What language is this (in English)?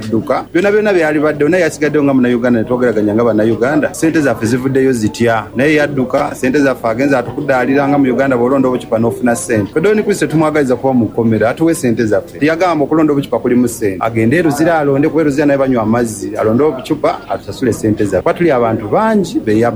Ganda